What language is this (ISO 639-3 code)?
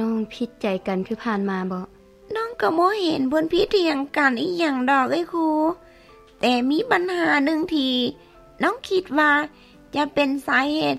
lao